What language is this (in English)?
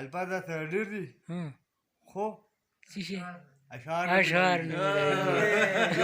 Pashto